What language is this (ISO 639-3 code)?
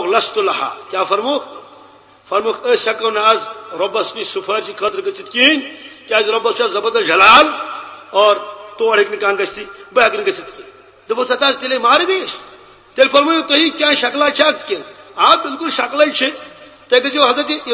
kas